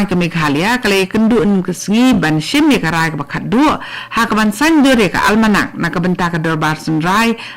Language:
Khasi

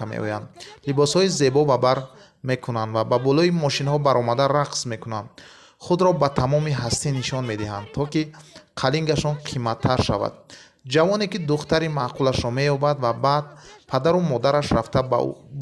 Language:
Tajik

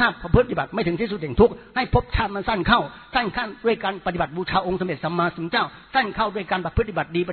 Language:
Thai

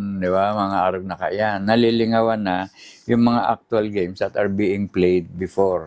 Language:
Bikol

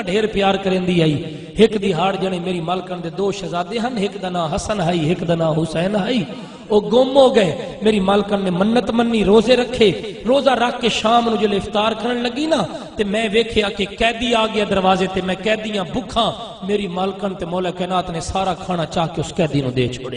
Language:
Saraiki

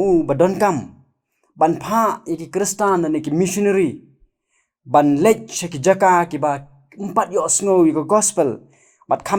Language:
Khasi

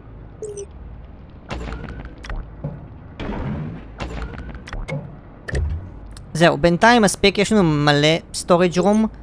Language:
Hebrew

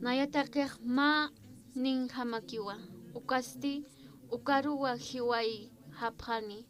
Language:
Aymara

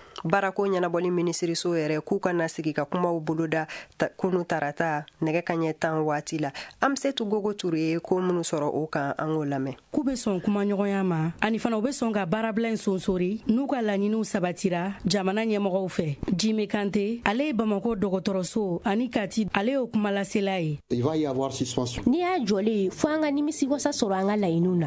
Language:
Bambara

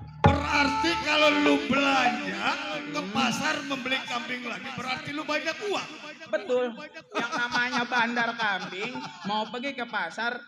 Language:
Betawi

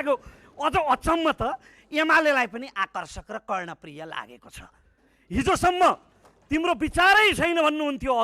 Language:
Nepali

